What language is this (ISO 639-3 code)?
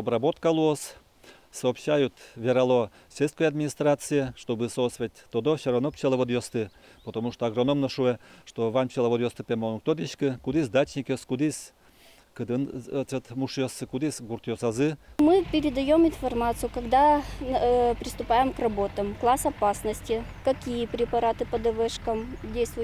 udm